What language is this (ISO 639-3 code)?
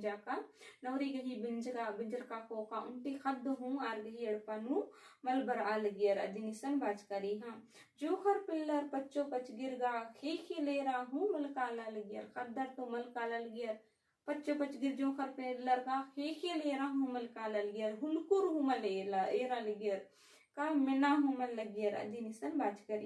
kru